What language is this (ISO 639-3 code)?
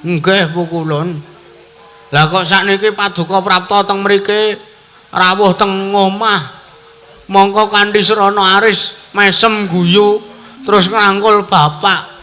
jav